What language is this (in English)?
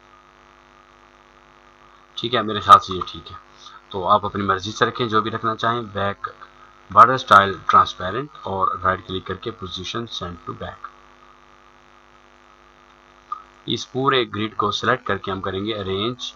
Hindi